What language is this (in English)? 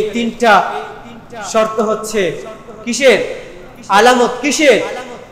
Bangla